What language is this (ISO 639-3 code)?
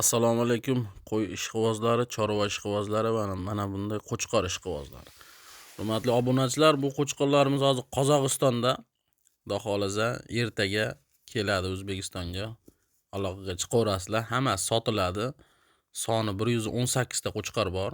uzb